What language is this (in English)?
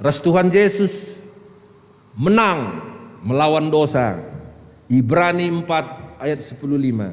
Batak Karo